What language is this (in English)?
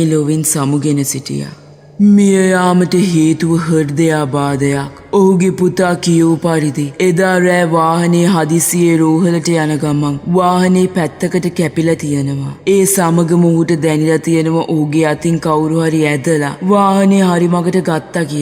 Sinhala